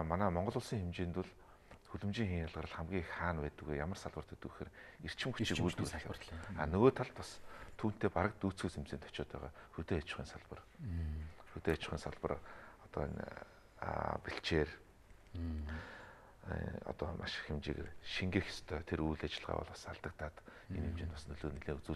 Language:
Mongolian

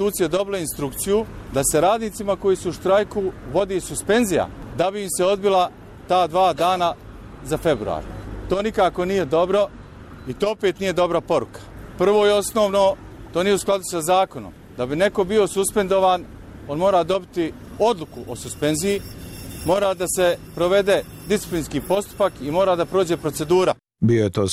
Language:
Bosnian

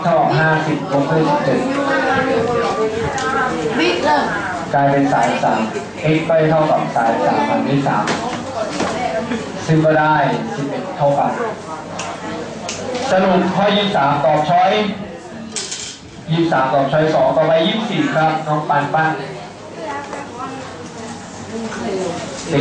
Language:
Thai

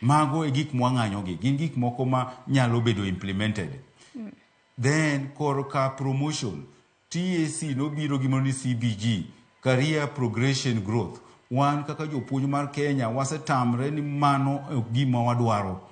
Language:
Luo (Kenya and Tanzania)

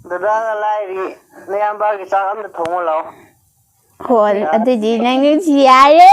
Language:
Manipuri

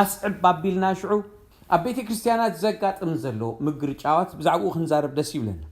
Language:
Tigrinya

